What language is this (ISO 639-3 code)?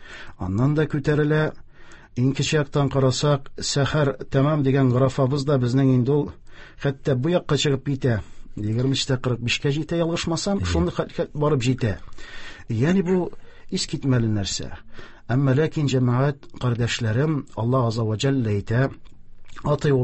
tat